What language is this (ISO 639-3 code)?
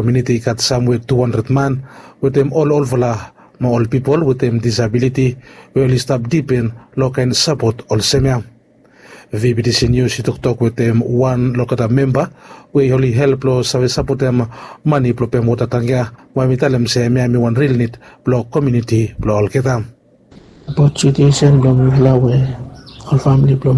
bis